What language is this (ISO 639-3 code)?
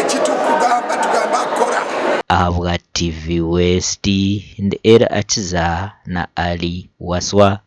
nyn